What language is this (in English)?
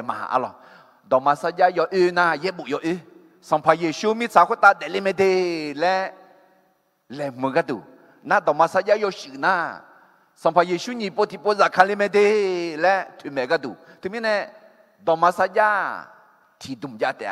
Akha